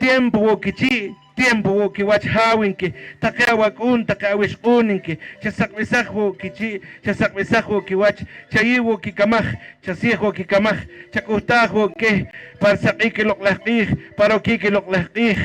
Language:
Poqomchi'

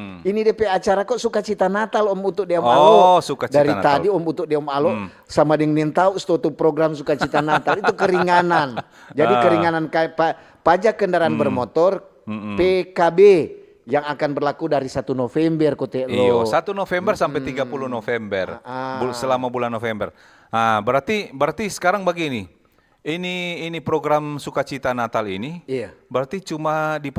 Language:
Manado Malay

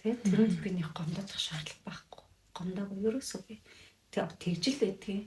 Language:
Mongolian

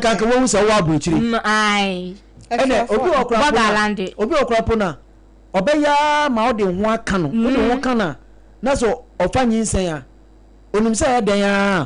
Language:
Akan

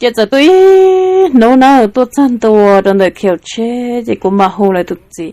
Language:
Hmong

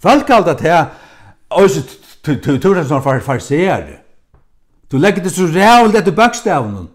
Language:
Faroese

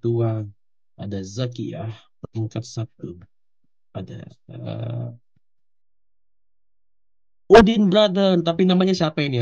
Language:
Indonesian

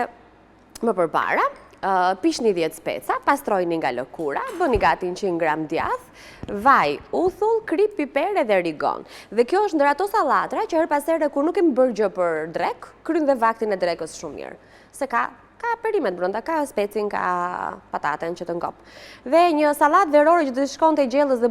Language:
Albanian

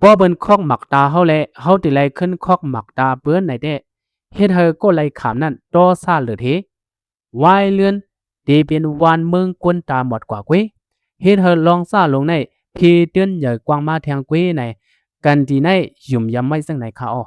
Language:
Shan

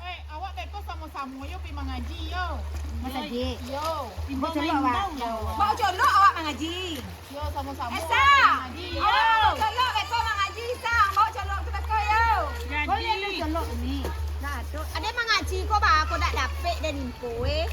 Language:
Minangkabau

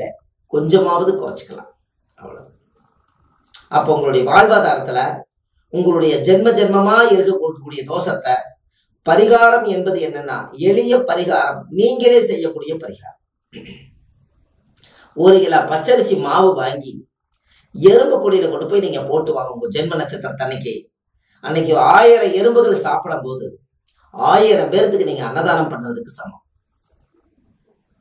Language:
Tamil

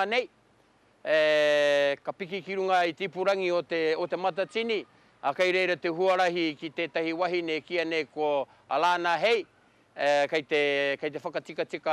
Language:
Māori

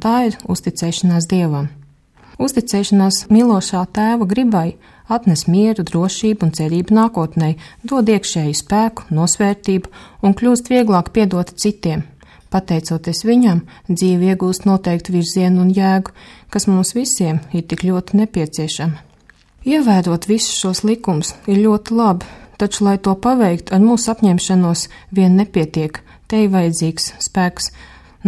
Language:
Latvian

